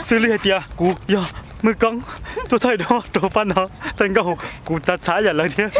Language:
Hmong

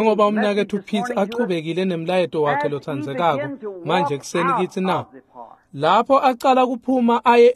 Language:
Swati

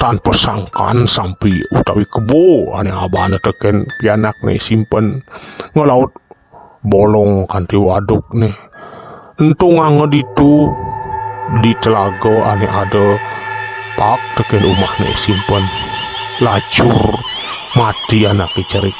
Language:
Balinese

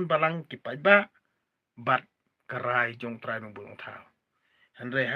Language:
Khasi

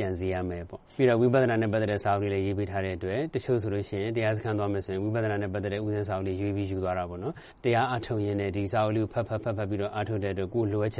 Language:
Burmese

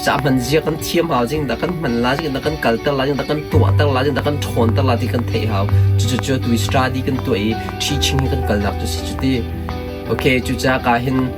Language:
Hakha Chin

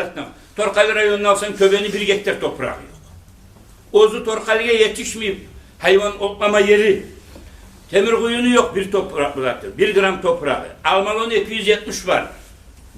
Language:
Kumyk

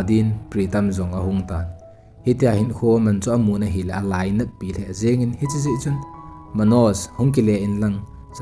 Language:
Thado Chin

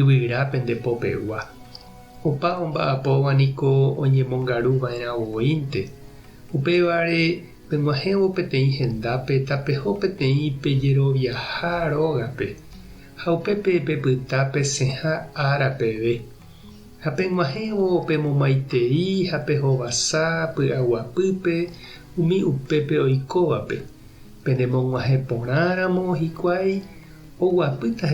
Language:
Guarani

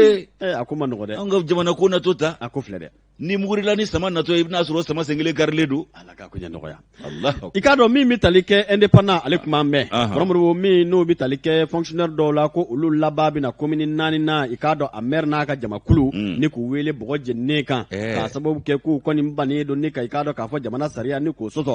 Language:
Bambara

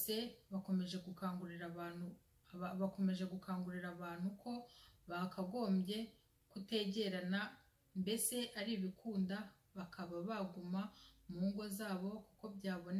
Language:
Kinyarwanda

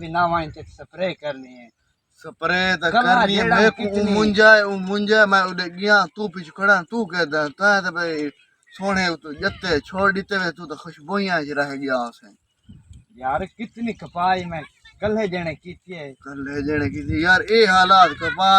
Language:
Saraiki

